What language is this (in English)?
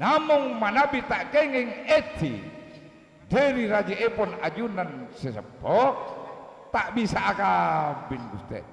Madurese